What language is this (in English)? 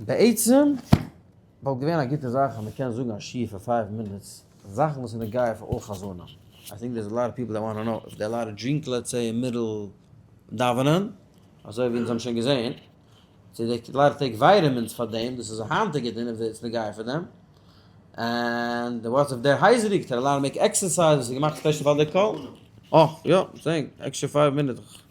Yiddish